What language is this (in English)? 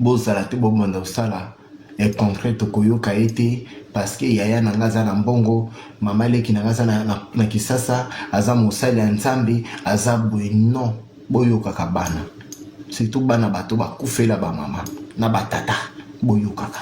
Lingala